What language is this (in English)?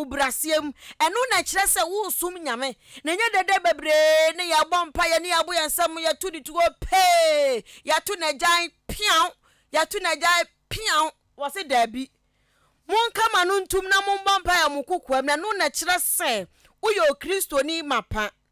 Akan